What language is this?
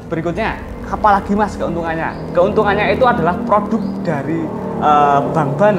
Indonesian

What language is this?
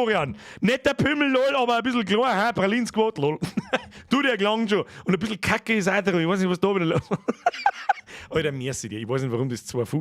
Bavarian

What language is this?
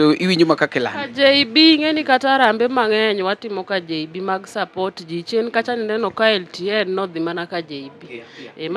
Luo (Kenya and Tanzania)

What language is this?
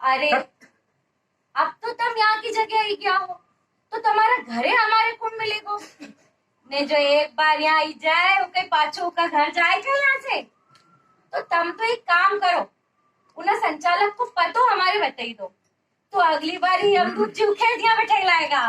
Rajasthani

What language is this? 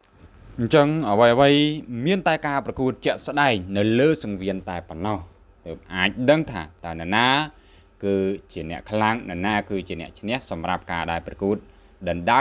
Khmer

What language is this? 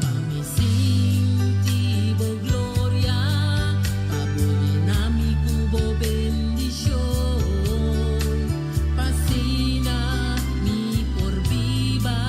Papiamento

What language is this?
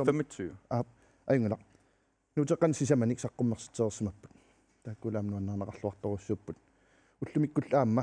Kalaallisut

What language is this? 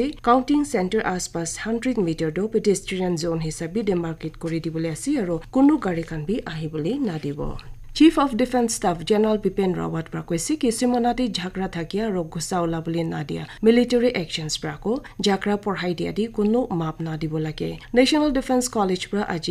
Naga Pidgin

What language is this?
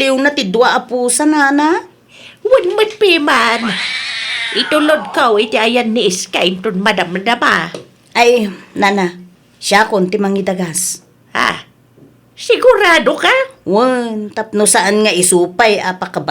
Iloko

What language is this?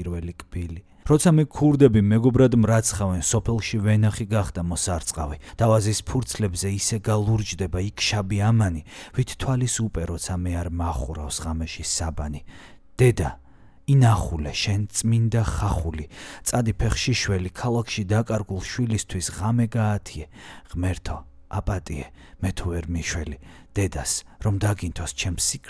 Georgian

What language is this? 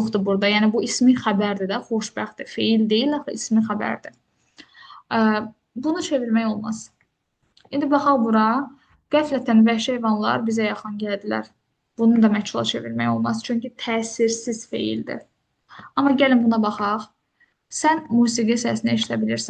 Azerbaijani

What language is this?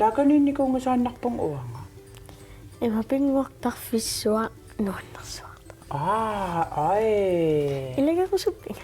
Kalaallisut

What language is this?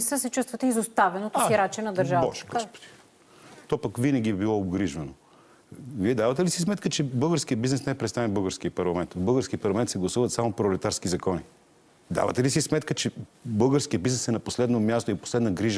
Bulgarian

